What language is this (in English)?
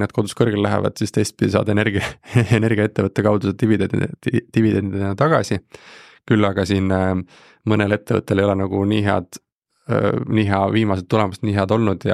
Estonian